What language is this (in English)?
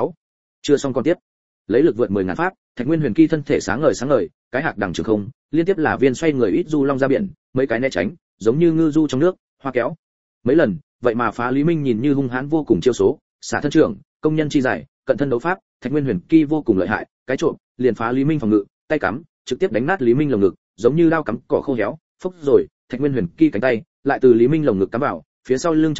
Vietnamese